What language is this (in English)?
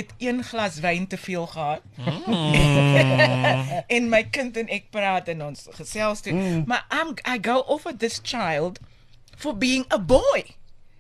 Afrikaans